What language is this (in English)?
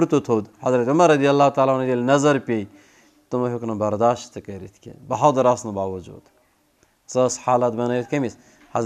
Kashmiri